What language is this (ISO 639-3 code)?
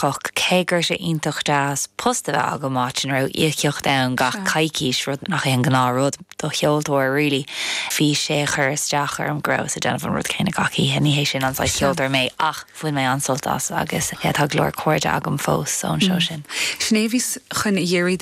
gle